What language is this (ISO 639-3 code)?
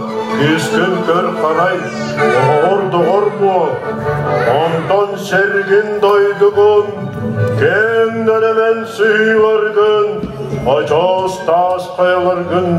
sah